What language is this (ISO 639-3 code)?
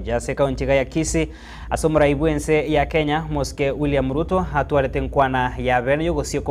guz